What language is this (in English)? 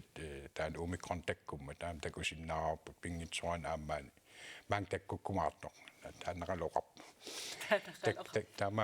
Kalaallisut